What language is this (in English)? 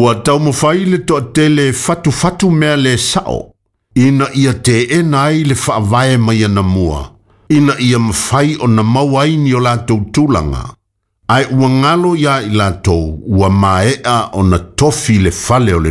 Samoan